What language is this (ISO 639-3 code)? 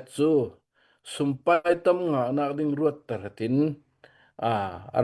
cnh